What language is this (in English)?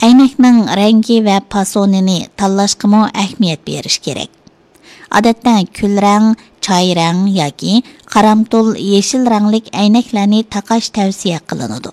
Uyghur